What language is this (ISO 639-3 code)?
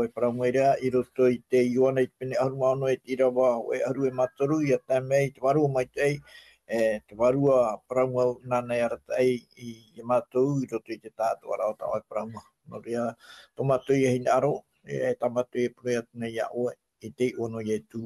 tah